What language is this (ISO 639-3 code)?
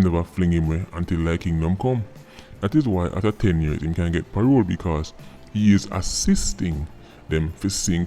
jam